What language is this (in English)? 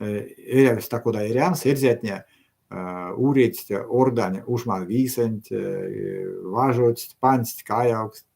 Erzya